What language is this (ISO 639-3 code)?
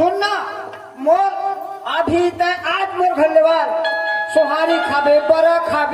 hne